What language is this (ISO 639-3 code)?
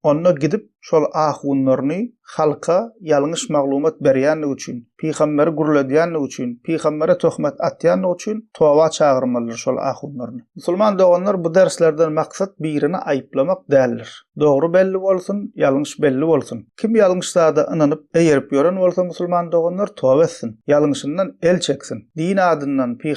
tuk